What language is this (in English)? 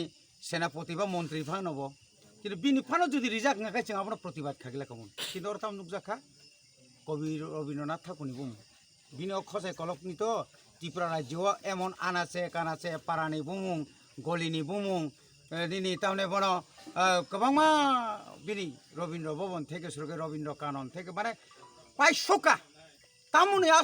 Kok Borok